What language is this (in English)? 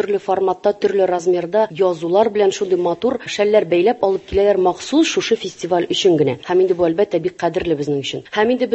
Tatar